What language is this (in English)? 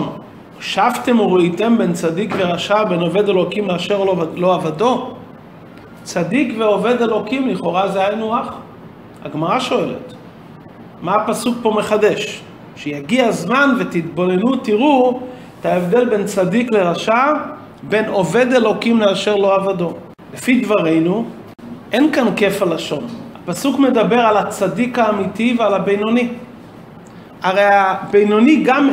Hebrew